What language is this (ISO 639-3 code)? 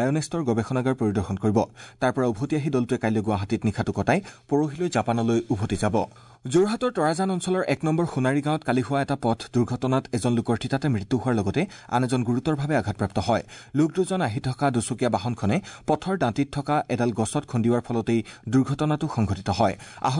asm